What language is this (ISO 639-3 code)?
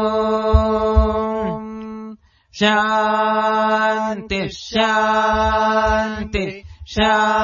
san